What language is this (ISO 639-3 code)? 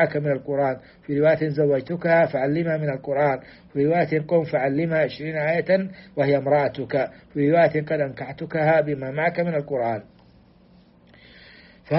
ara